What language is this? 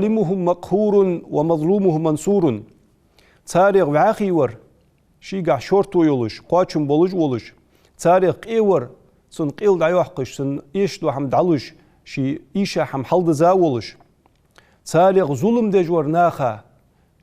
Ingush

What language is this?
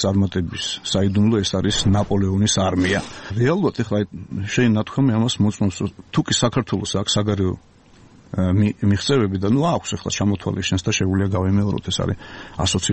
Georgian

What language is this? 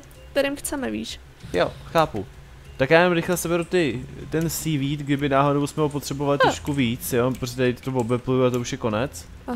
Czech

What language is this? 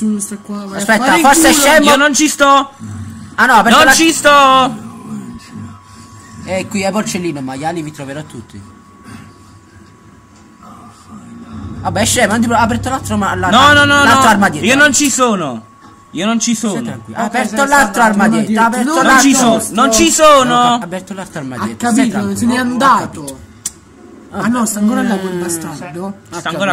Italian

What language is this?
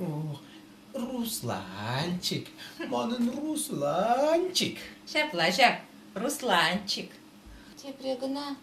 Chuvash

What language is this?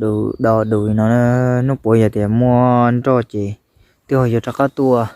Hmong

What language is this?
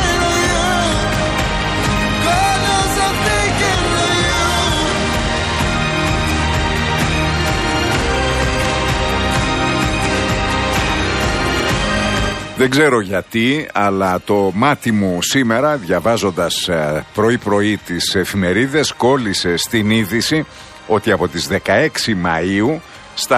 Greek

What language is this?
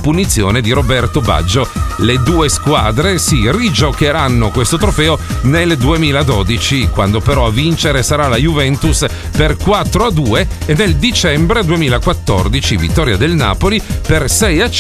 Italian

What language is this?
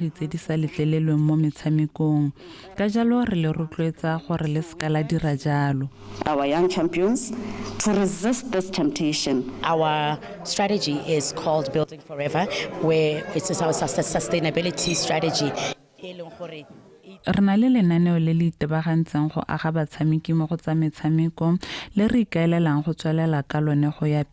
Tswana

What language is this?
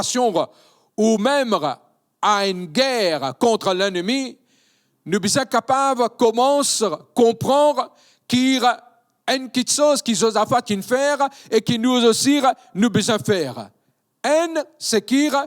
Morisyen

